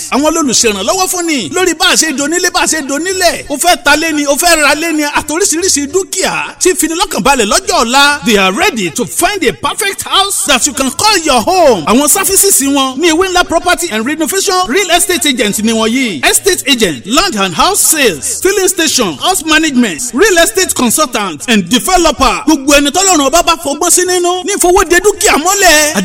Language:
Yoruba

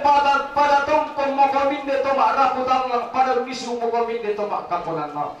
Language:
Toraja-Sa'dan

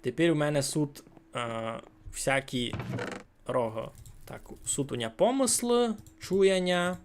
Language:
Rusyn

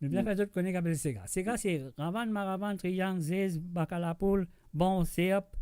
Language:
Morisyen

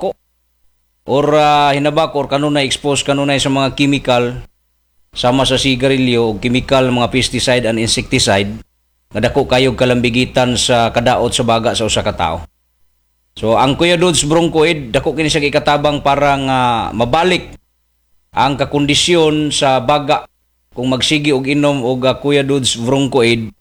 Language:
Cebuano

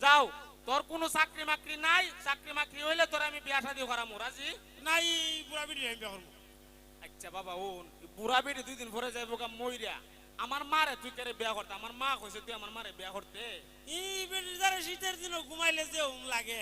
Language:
Sylheti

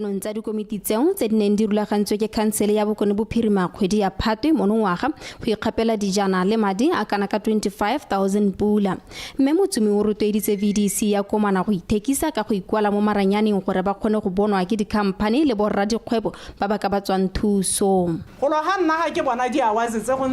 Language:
Tswana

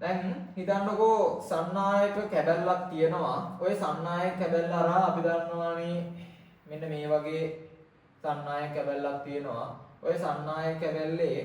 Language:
Sinhala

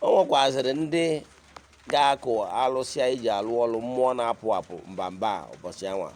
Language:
Igbo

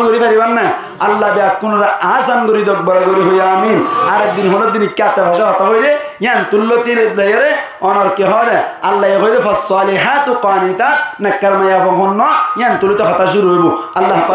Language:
Rohingya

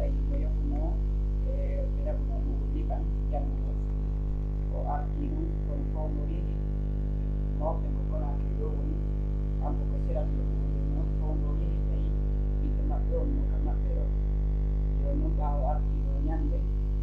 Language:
Pular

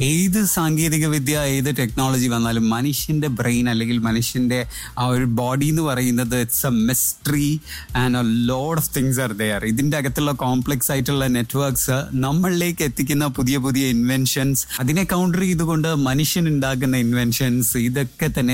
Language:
Malayalam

